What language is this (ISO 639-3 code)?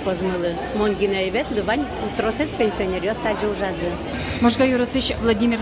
udm